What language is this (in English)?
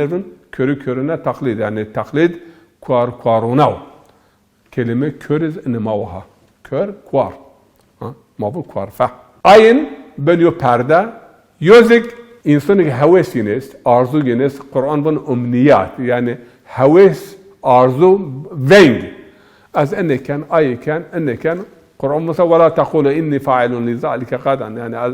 Zaza